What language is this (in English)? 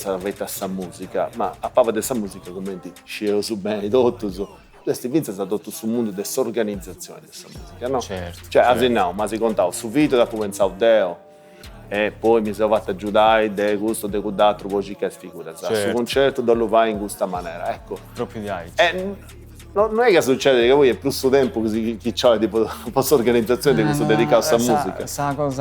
Sardinian